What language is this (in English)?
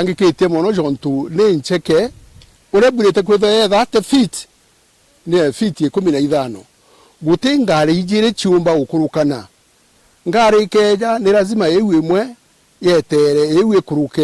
Meru